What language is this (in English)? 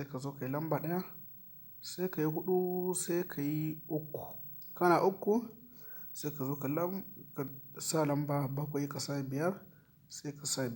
Hausa